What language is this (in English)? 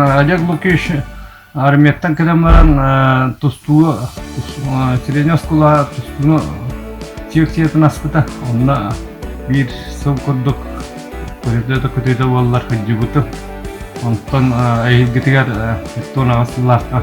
Yakut